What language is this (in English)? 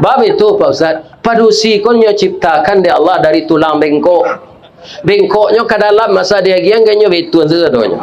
Minangkabau